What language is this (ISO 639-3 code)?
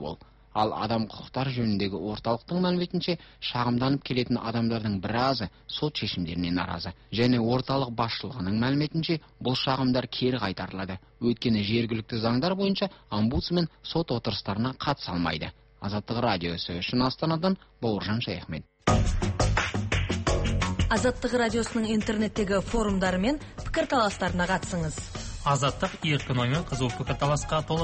kaz